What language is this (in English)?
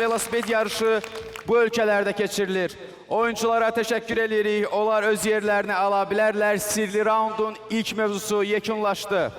Azerbaijani